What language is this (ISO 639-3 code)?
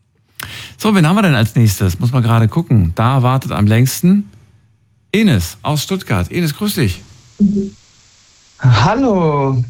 deu